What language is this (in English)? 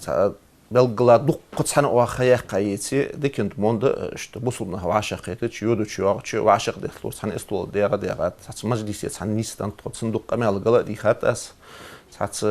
Ingush